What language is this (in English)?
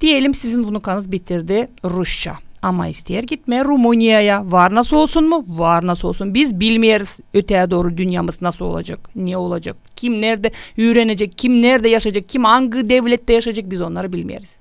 Gagauz